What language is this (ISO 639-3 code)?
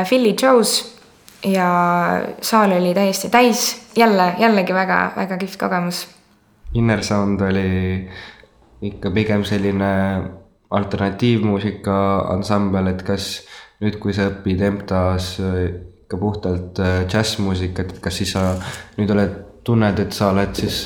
est